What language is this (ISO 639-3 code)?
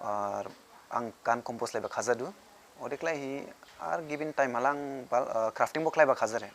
dis